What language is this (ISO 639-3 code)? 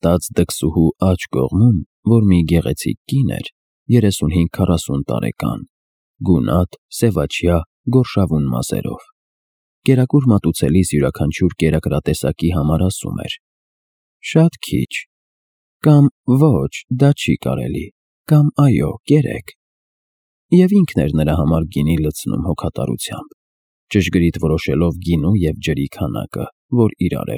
hye